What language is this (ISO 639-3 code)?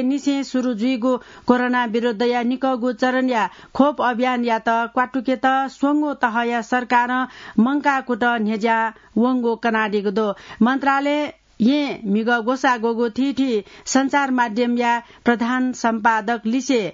new